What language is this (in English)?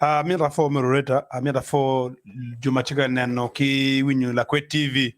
Acoli